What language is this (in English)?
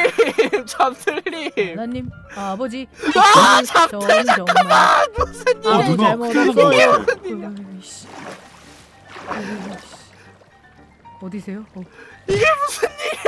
Korean